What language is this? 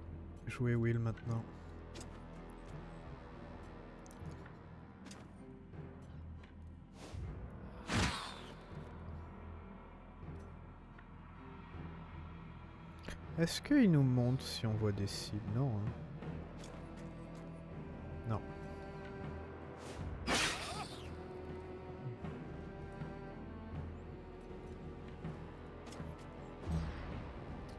French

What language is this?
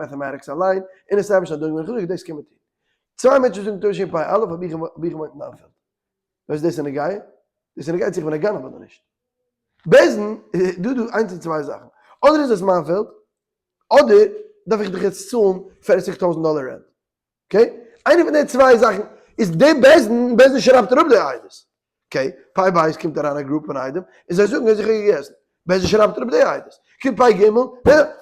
Yiddish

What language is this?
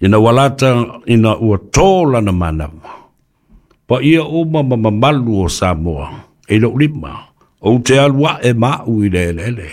Samoan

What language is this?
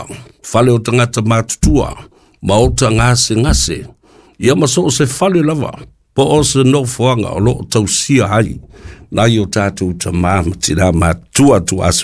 Samoan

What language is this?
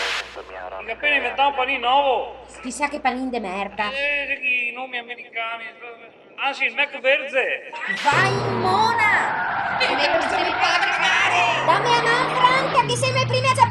Venetian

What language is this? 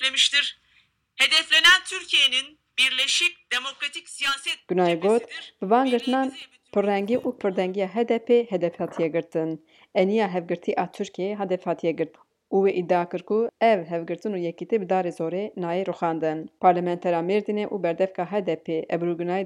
Kurdish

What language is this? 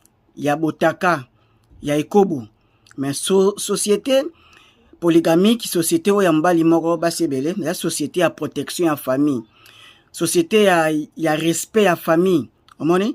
Lingala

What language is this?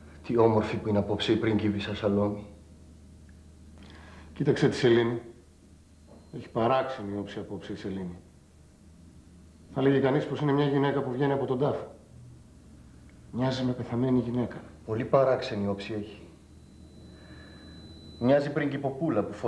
Greek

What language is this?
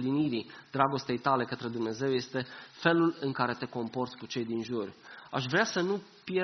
Romanian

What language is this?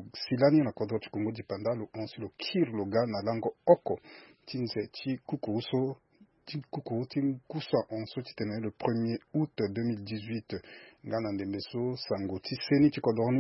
Sango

